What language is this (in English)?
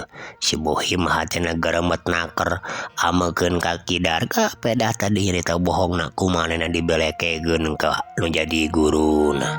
Sundanese